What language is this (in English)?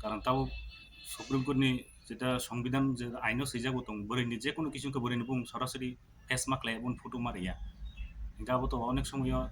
Kok Borok